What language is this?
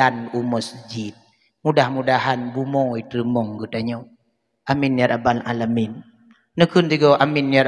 Achinese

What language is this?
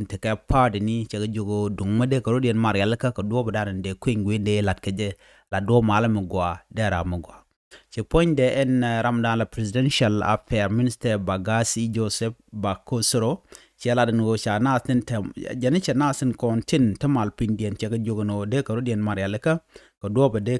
Nuer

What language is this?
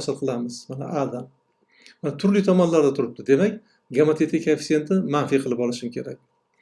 Uzbek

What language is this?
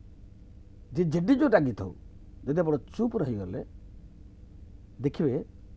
Odia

